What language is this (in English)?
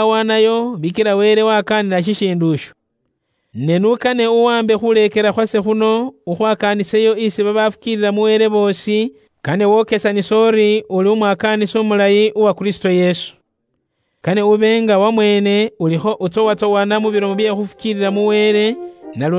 Luyia